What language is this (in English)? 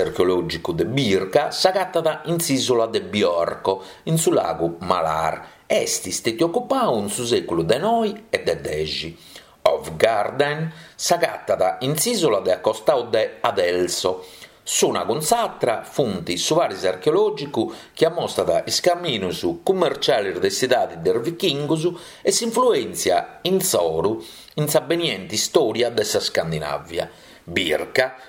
Sardinian